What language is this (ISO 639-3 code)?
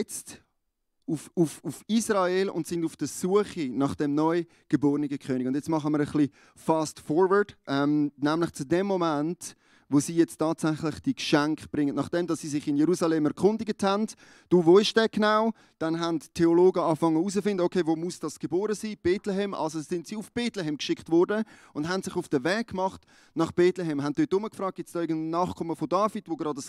gsw